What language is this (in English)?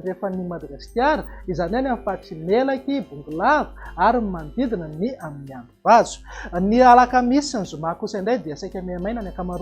Malagasy